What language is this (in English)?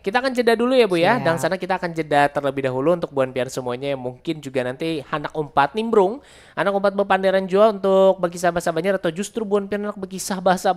Banjar